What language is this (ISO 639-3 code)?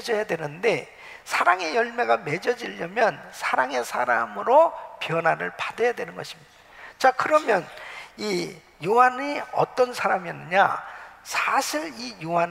kor